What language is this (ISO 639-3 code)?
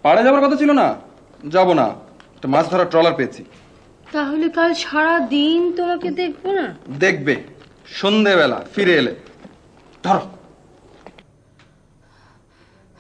ben